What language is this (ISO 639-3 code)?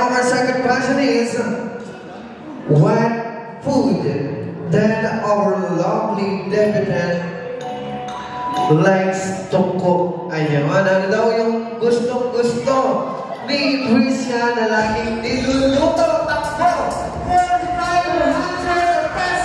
fil